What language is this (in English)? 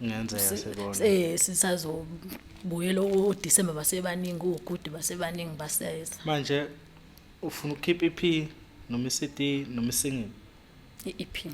Zulu